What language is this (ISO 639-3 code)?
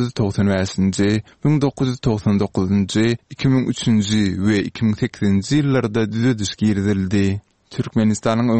tuk